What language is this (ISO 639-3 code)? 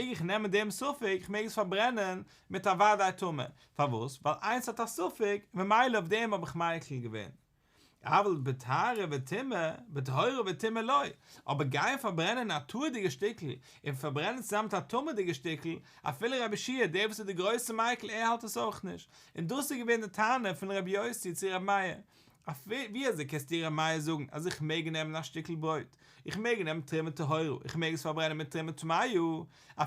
yid